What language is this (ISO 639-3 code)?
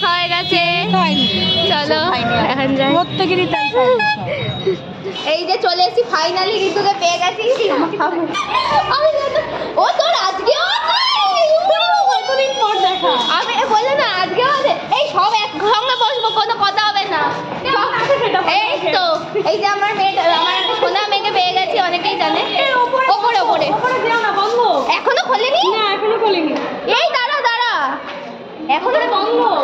ben